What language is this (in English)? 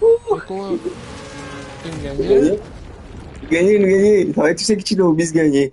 Morisyen